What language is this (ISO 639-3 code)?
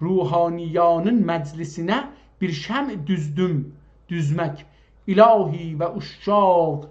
azb